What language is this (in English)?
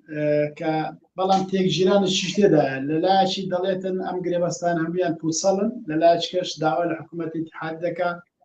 Central Kurdish